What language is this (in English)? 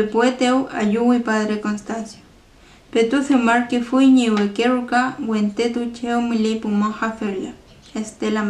Mapuche